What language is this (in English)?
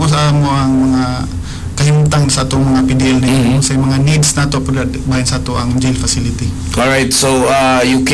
Cebuano